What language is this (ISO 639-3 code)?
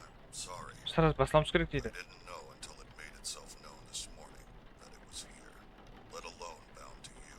kaa